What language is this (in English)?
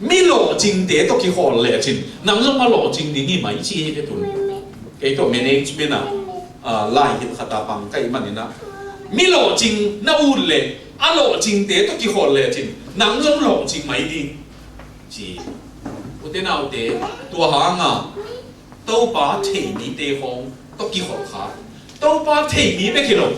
Tedim Chin